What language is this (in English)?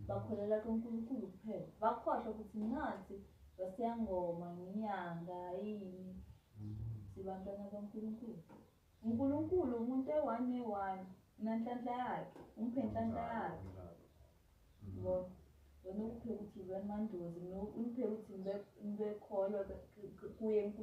Zulu